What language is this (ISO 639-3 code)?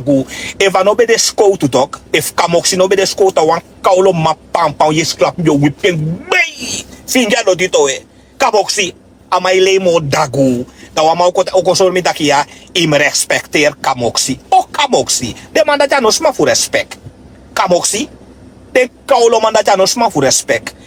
srn